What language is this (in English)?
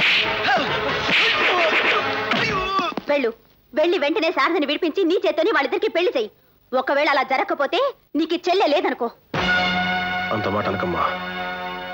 Telugu